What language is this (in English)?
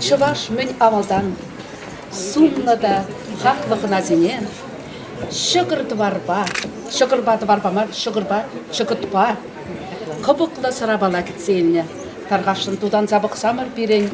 Chuvash